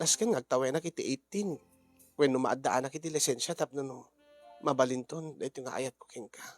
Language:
Iloko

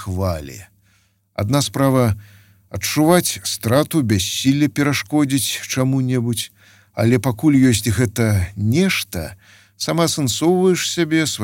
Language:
Belarusian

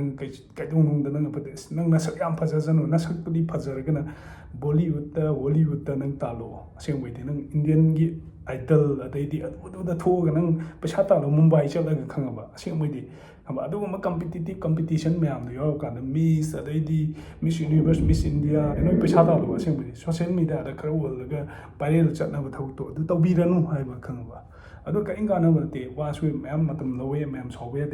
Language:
Manipuri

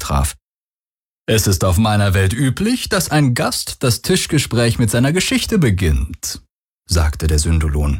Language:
German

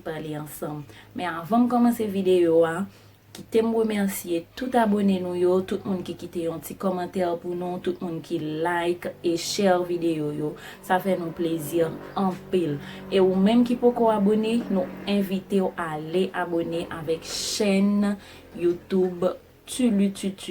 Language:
Haitian Creole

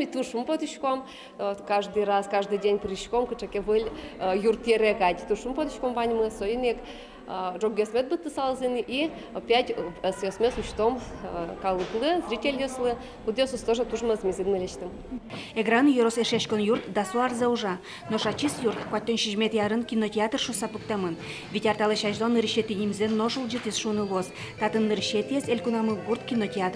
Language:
Udmurt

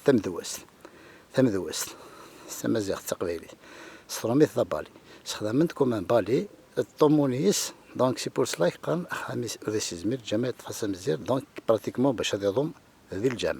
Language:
Kabyle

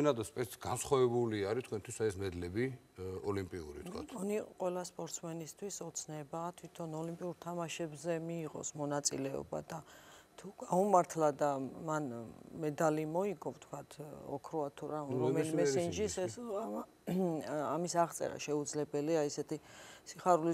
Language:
Georgian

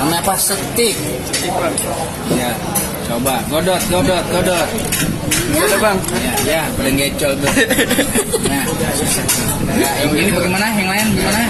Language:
Betawi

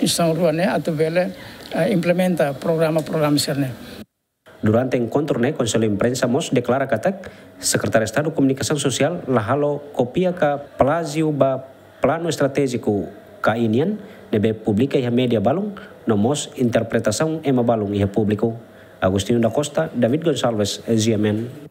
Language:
Tetum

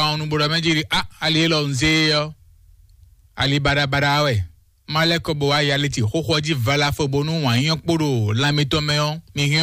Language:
Fon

